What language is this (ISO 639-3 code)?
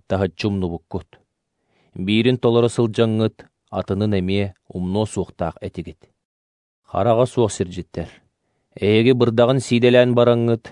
sah